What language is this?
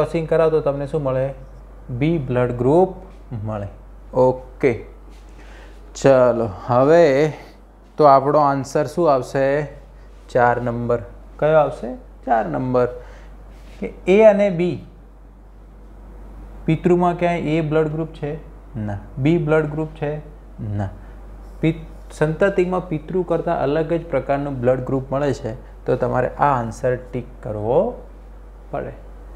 Gujarati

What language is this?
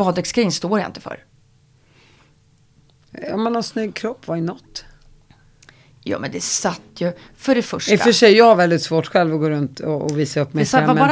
Swedish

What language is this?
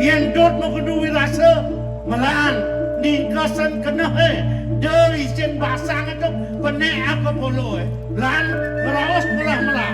Balinese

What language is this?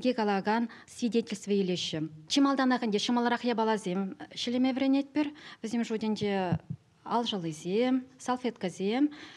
Chuvash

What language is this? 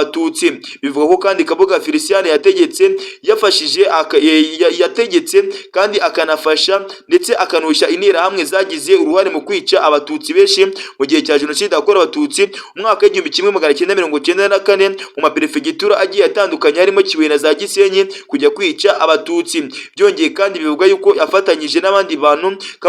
Kinyarwanda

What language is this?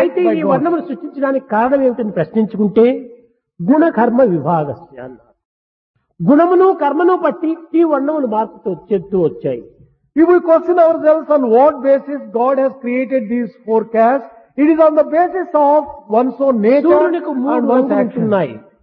Telugu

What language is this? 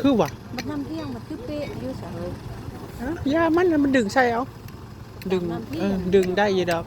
Northeastern Thai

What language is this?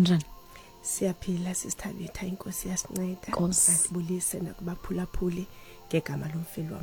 Xhosa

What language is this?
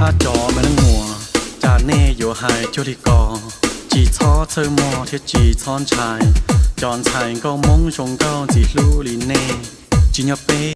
Hmong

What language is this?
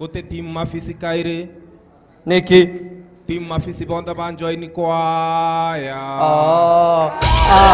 Meru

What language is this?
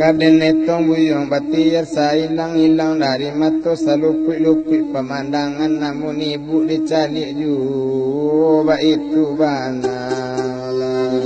Minangkabau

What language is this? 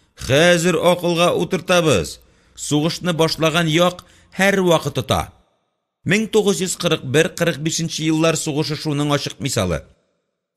Tatar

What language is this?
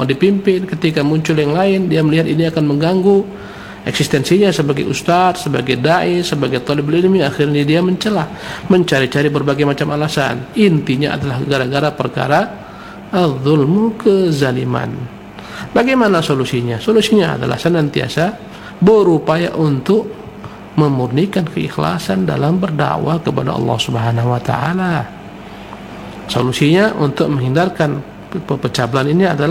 Indonesian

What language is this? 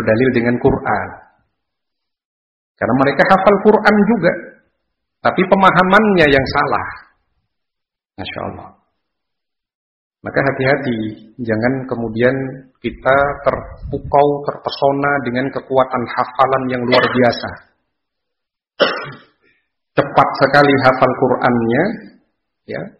Indonesian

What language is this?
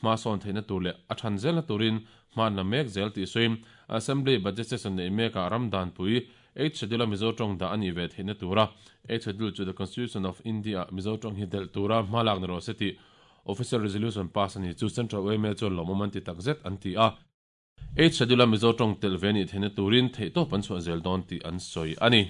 Mizo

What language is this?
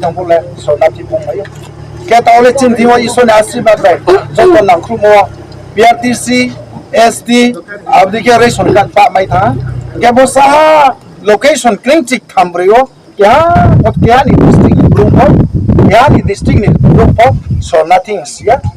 Riang (India)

